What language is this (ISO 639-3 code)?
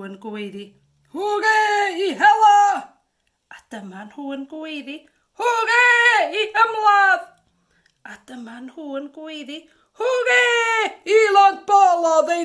cym